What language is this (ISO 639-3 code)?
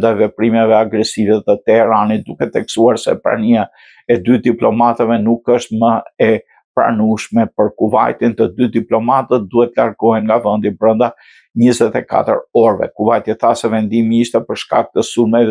sqi